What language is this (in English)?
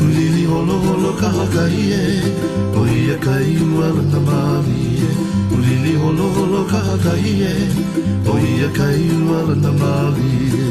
Hawaiian